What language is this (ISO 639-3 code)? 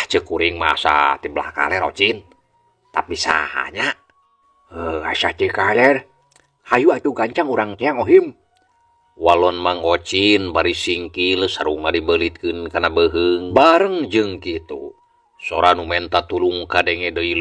sun